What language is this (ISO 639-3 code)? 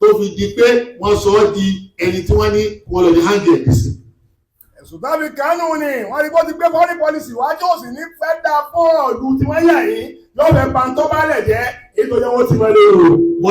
yor